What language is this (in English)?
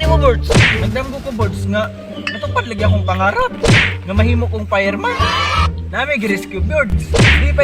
Cebuano